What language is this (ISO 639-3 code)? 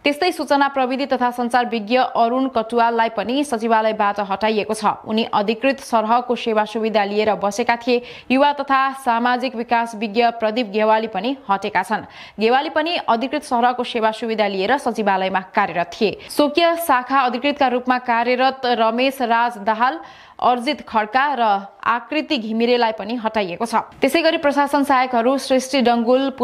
nep